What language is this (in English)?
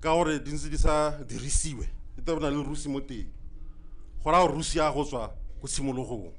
Tswana